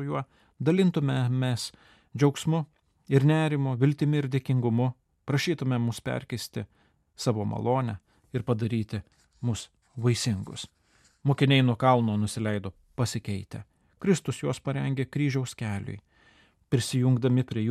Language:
Lithuanian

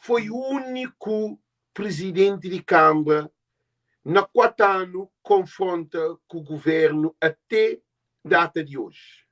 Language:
Kabuverdianu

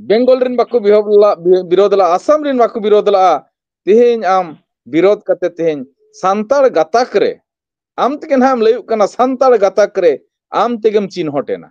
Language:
Santali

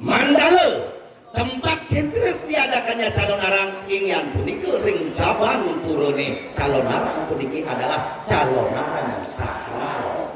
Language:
Balinese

